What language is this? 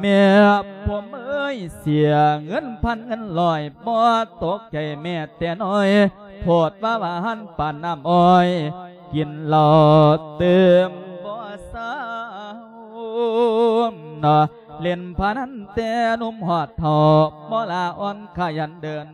Lao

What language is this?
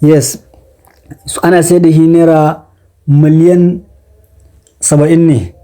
Hausa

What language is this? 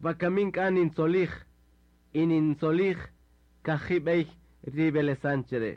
Kaqchikel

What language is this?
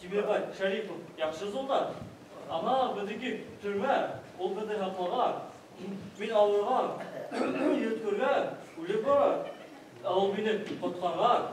Bashkir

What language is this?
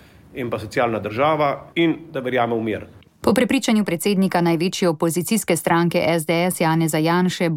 Slovenian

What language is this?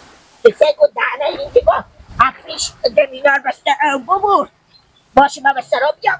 Hazaragi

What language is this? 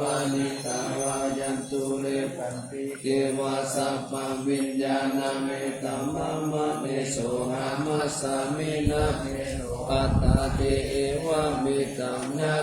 Pali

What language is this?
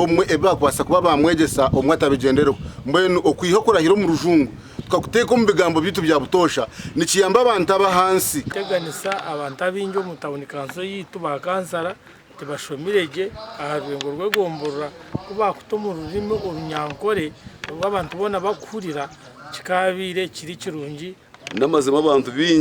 Nyankole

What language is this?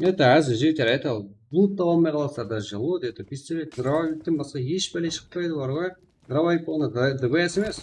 Kara-Kalpak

